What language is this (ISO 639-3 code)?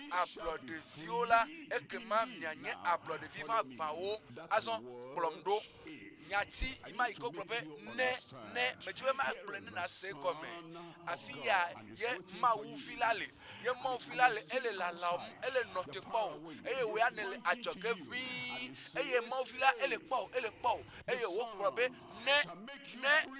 ewe